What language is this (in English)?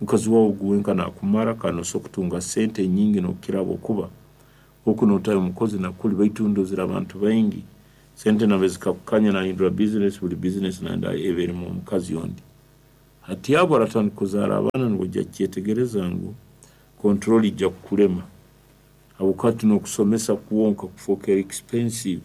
Nyankole